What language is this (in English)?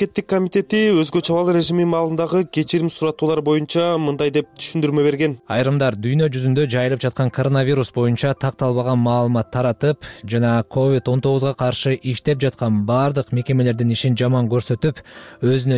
Kyrgyz